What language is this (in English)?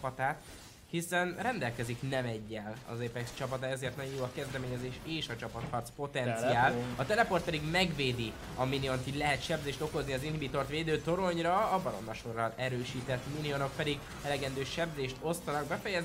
Hungarian